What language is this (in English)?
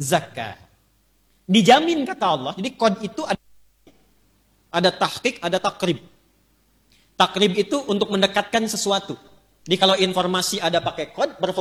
Indonesian